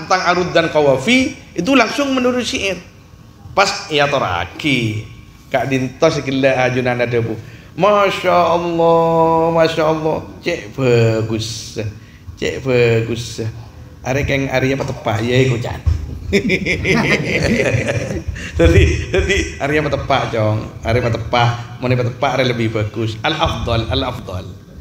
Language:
Madurese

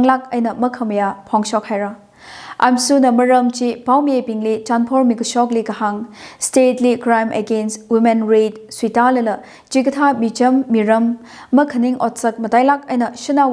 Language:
Tangkhul Naga (India)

